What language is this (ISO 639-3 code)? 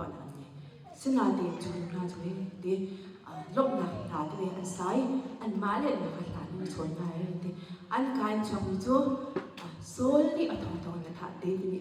cnh